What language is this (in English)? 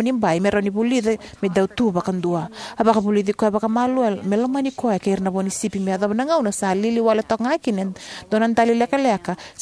Fijian